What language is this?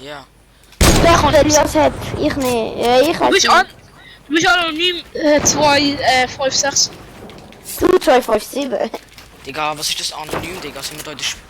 Swiss German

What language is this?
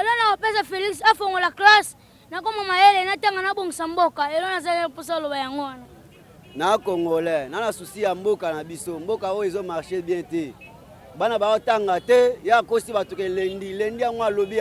Lingala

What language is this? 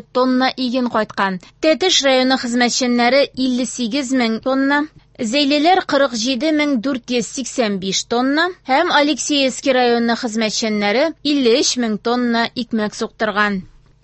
Tatar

